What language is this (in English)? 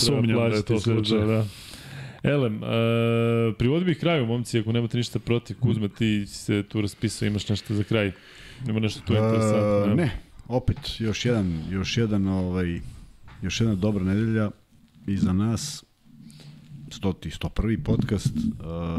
Serbian